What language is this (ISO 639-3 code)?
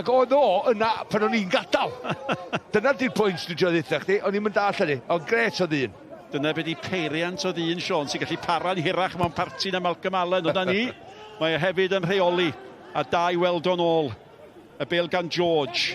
cym